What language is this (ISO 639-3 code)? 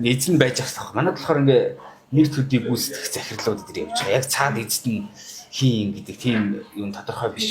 mon